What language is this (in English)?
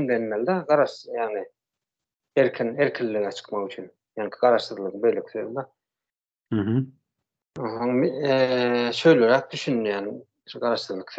Turkmen